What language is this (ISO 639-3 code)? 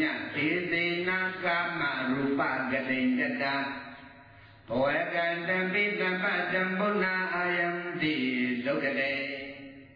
mya